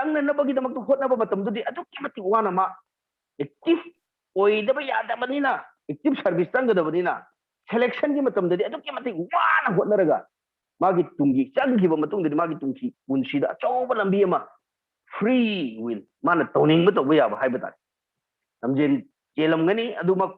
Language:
Manipuri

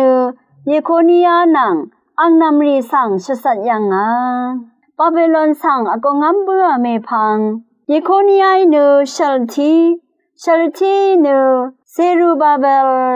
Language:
Rawang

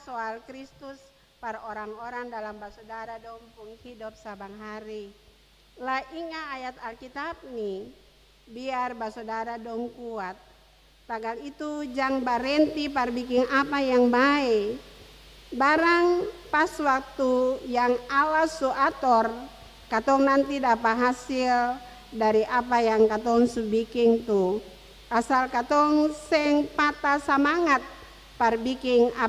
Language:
Ambonese Malay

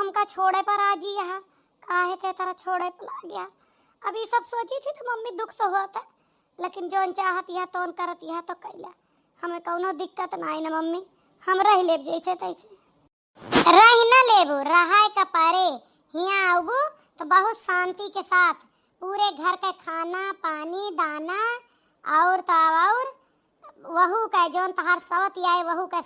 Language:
Awadhi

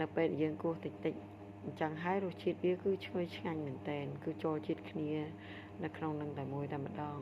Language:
Khmer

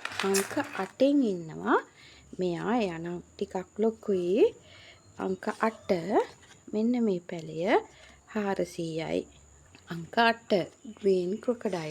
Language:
Sinhala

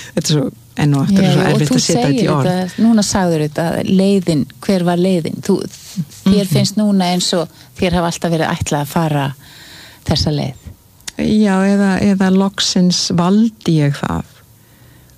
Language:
Icelandic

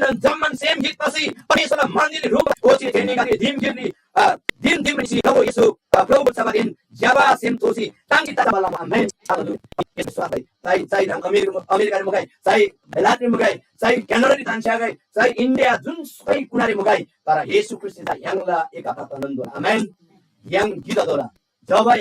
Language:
Eastern Tamang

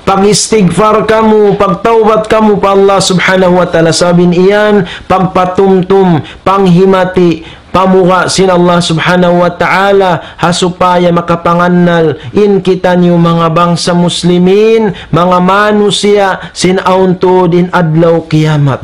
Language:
Tausug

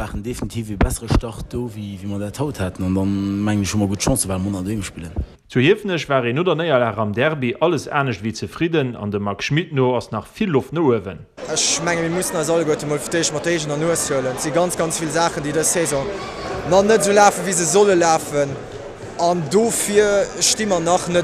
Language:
Luxembourgish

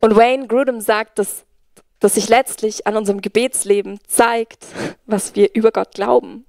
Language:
Swiss German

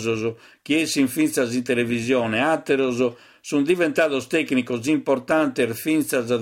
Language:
Sardinian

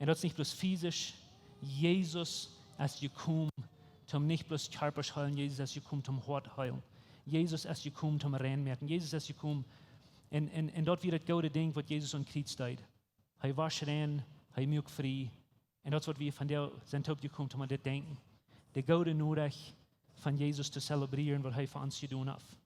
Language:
Plautdietsch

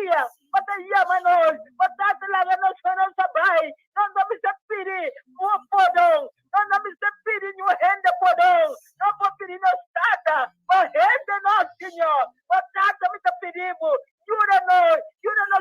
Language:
Papiamento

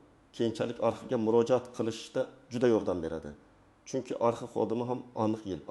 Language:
Uzbek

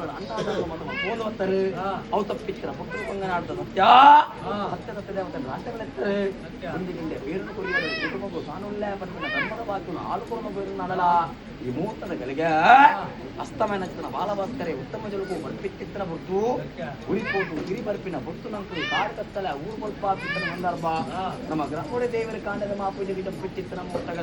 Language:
Tulu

